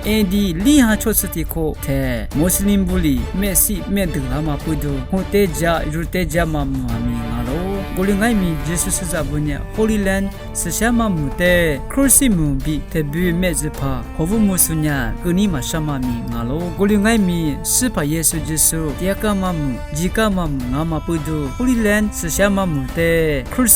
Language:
Lisu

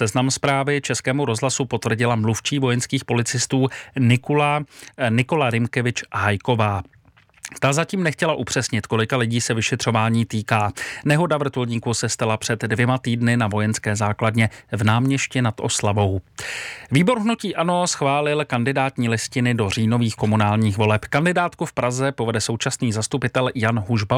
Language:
Czech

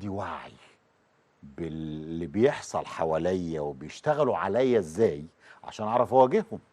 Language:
Egyptian Arabic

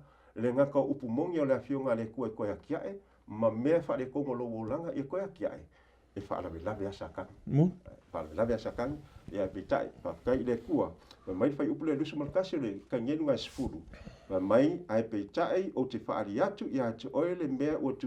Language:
Samoan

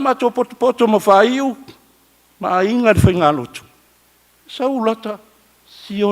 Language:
Samoan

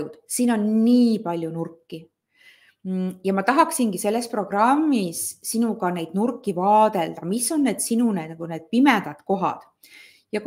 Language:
Estonian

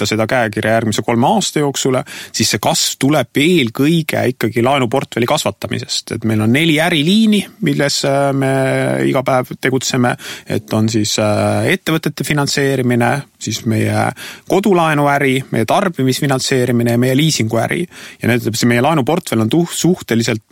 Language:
Estonian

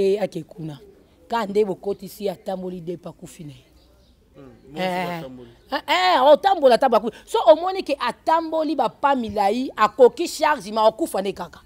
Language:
Lingala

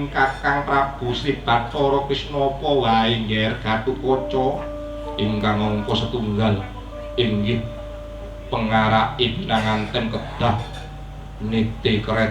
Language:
Javanese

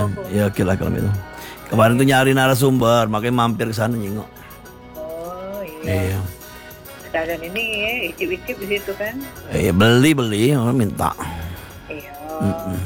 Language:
Indonesian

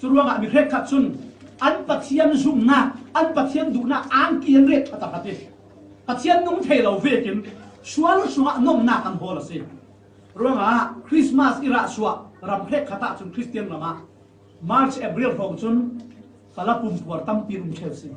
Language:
Falam Chin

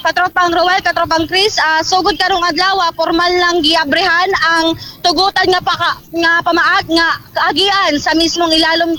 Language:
Cebuano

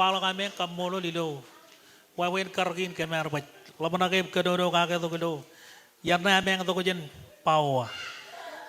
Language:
Marshallese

